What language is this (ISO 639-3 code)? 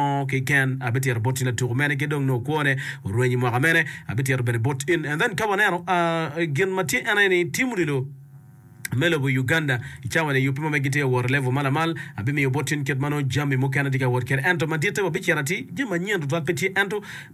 ach